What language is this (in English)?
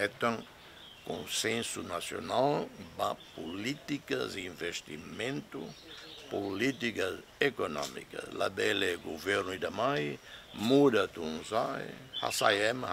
Tetum